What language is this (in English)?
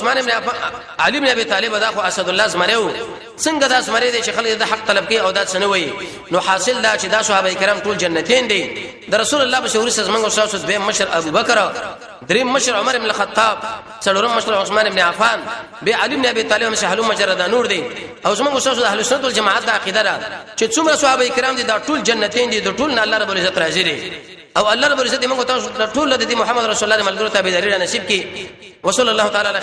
Pashto